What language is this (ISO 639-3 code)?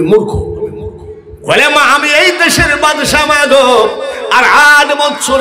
ben